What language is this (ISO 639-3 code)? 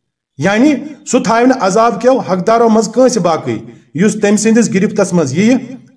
kas